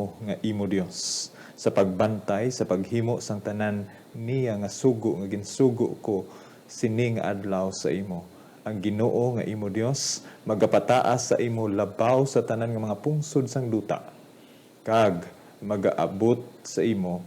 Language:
Hiligaynon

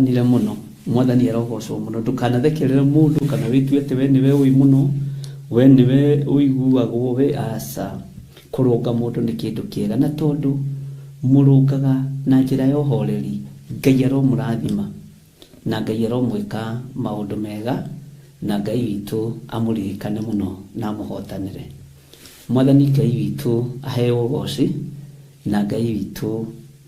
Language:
Kikuyu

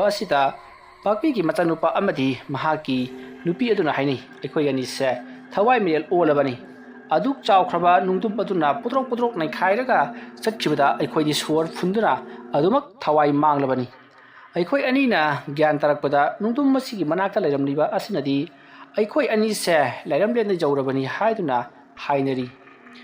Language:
Manipuri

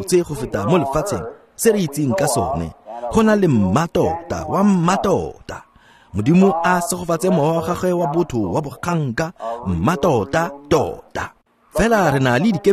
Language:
Tswana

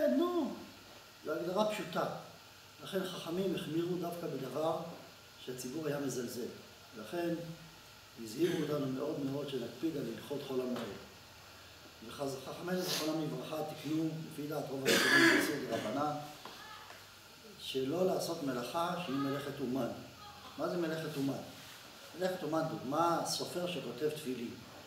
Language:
Hebrew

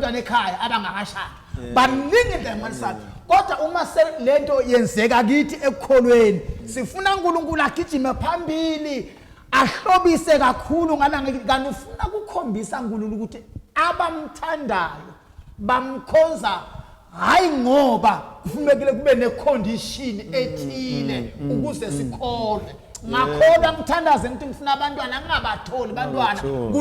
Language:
Zulu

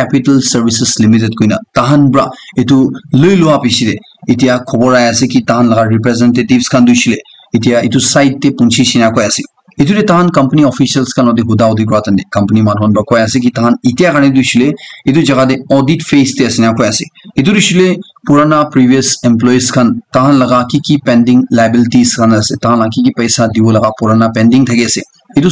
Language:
Naga Pidgin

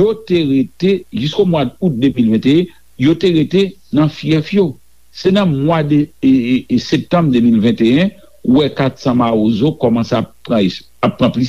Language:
Haitian Creole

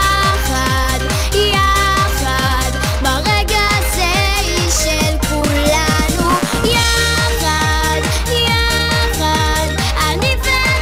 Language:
Hebrew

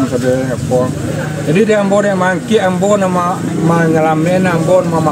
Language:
Minangkabau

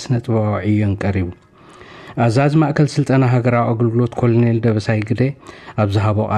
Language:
Tigrinya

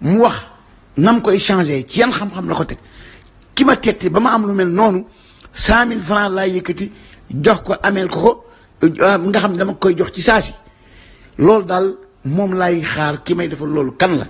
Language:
Wolof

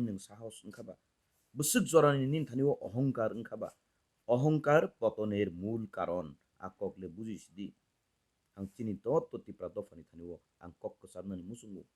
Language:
Kok Borok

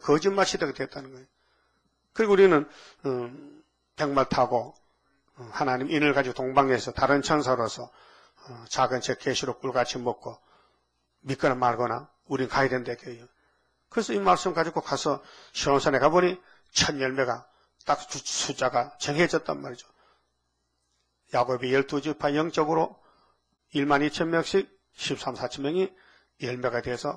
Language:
Korean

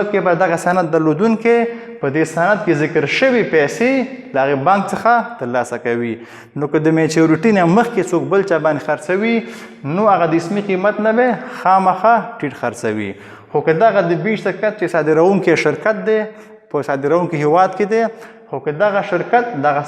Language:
Pashto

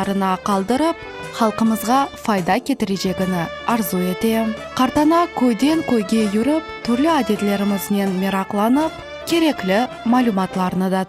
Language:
Crimean Tatar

